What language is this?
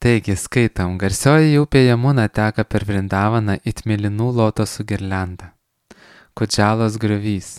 Lithuanian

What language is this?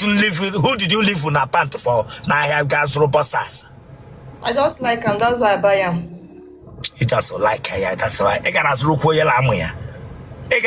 Igbo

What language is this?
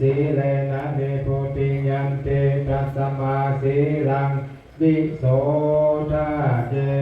Pali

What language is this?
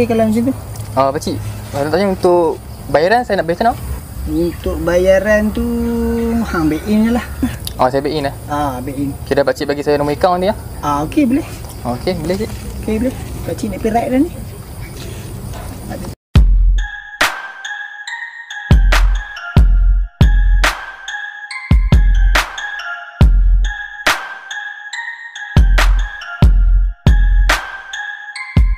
Malay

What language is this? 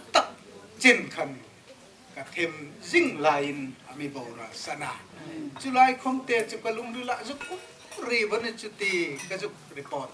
Hmar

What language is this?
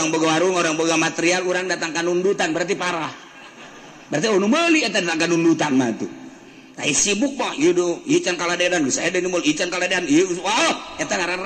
Sundanese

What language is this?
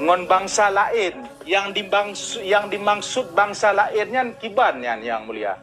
Achinese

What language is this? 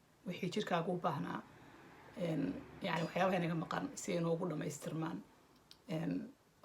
Somali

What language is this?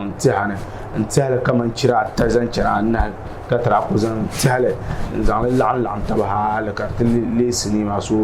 Dagbani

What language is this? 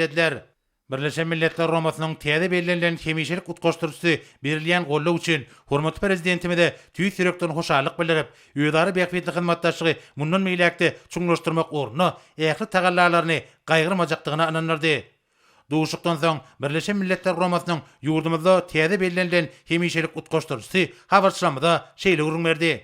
Turkmen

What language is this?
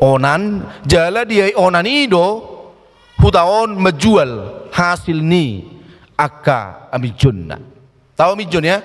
Batak Toba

